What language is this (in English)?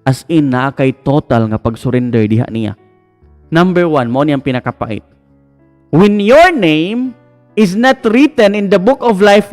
Cebuano